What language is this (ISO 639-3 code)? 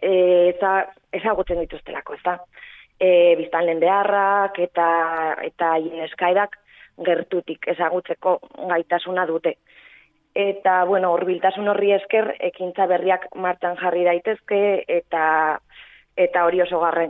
eus